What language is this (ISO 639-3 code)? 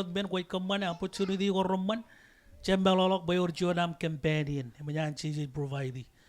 mah